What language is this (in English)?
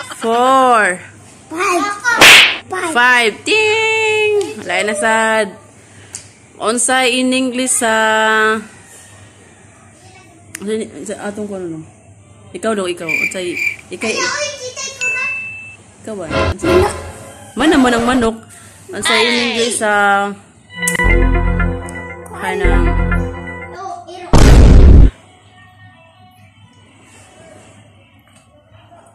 Cebuano